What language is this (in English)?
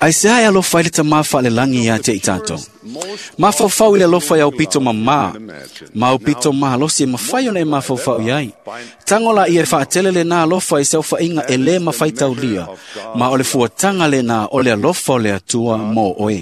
Samoan